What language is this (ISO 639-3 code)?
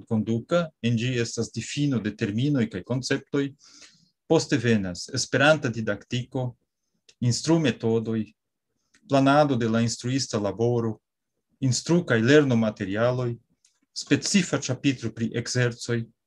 epo